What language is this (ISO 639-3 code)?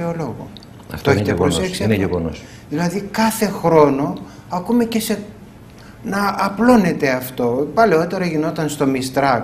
ell